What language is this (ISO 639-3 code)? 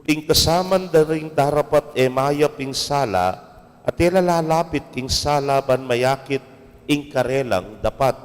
pam